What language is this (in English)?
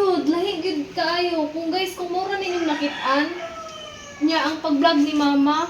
Cebuano